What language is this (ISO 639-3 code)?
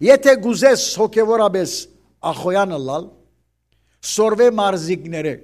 hyw